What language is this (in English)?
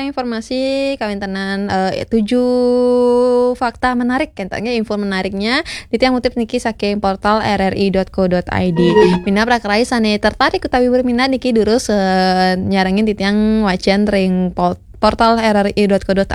Balinese